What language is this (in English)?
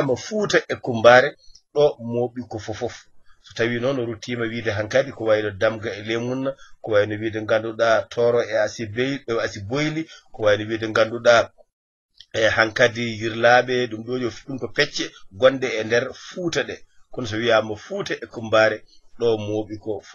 Fula